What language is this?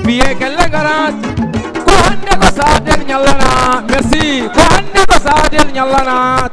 Fula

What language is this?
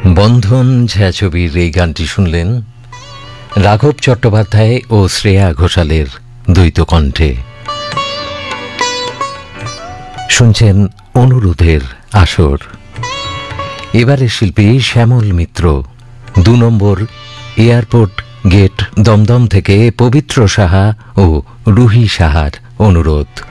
Bangla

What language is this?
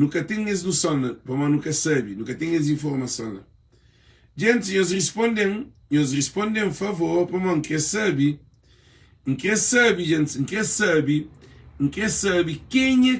Kabuverdianu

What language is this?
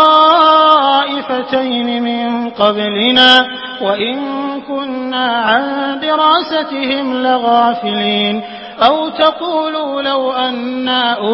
Arabic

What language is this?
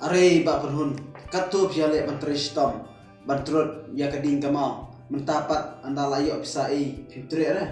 Khasi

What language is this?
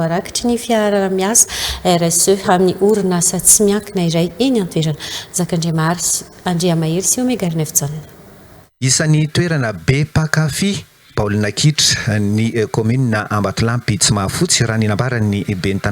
Malagasy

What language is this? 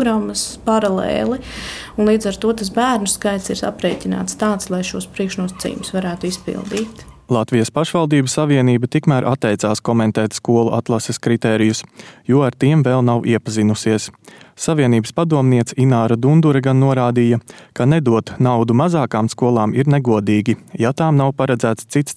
Latvian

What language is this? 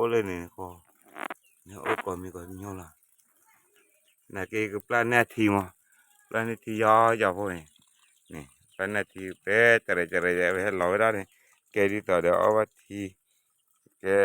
S'gaw Karen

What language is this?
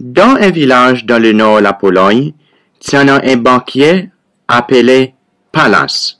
Seselwa Creole French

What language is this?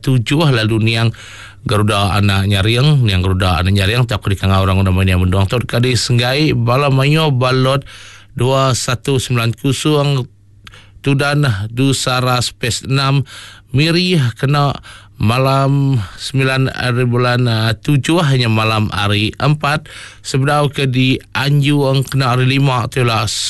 Iban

